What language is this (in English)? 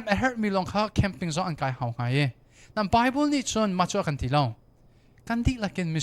Hakha Chin